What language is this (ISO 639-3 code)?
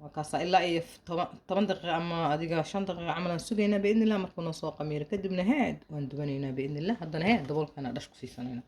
som